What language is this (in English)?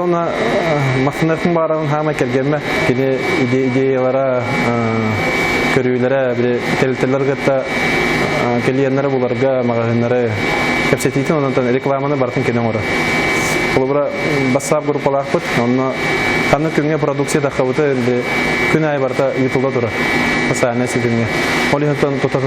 Yakut